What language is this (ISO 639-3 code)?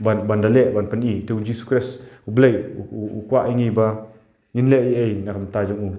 kha